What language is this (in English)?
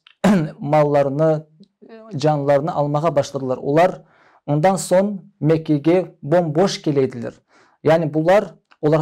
Crimean Tatar